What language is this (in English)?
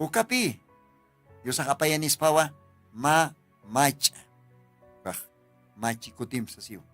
Aymara